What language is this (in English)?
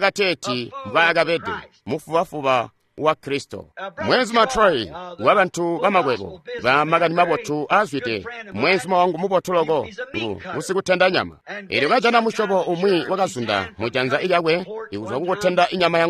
Tonga (Zambia)